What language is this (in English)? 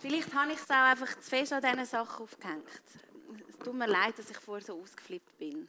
Swiss German